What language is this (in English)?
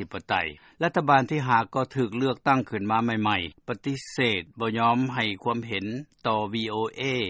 Lao